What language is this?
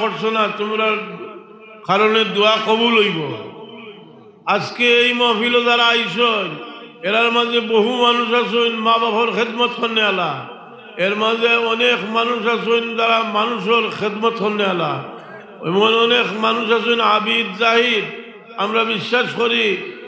Sylheti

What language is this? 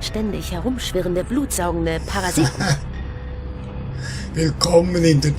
Swiss German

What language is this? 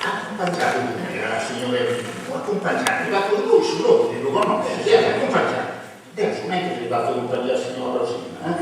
Sardinian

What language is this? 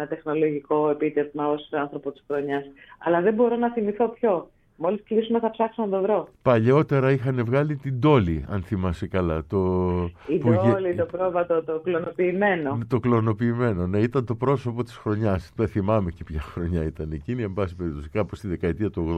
Greek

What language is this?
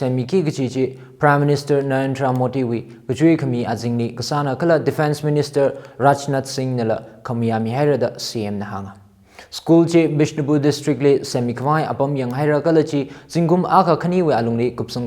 Tangkhul Naga (India)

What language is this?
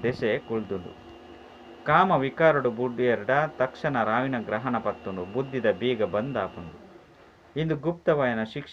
Tulu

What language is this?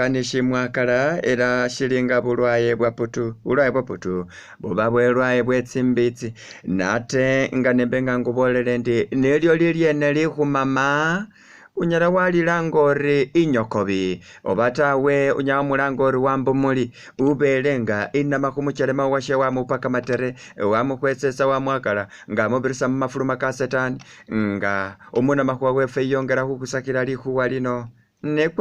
Masaaba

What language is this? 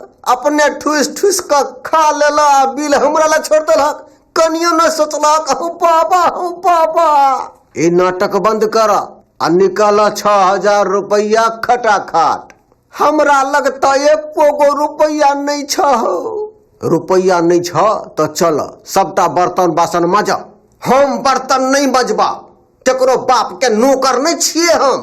Maithili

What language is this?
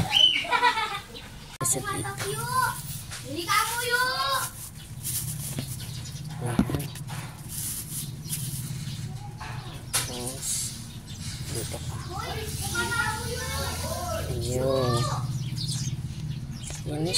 Filipino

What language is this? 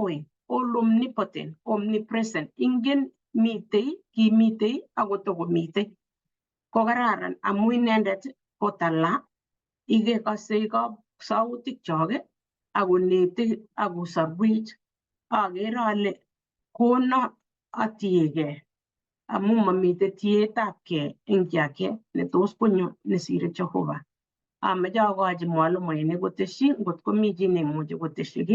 Kalenjin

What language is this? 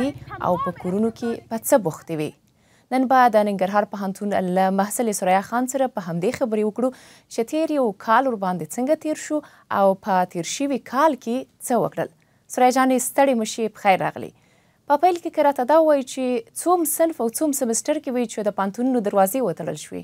Pashto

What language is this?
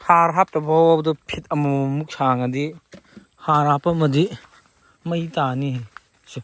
Manipuri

